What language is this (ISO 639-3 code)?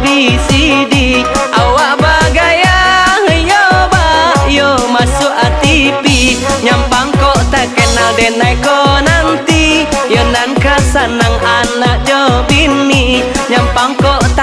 min